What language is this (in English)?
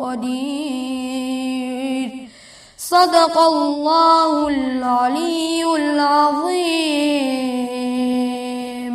Ingush